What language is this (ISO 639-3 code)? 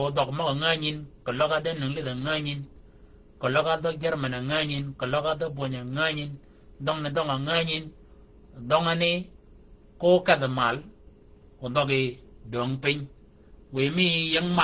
shk